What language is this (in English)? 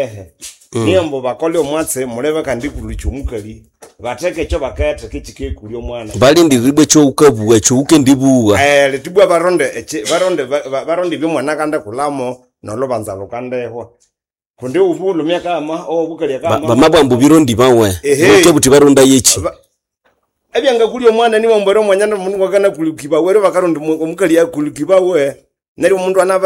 Nande